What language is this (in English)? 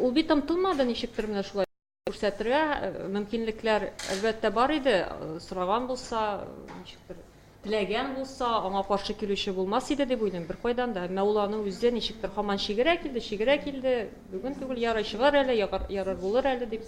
Tatar